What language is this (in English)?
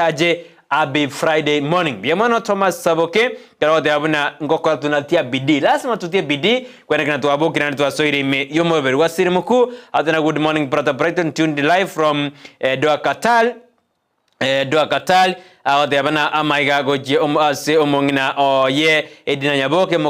Gusii